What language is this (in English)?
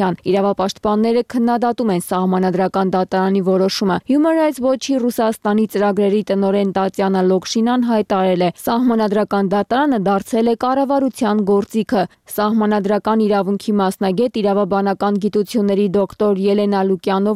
Armenian